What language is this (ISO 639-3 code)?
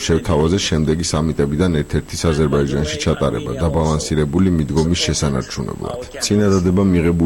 kat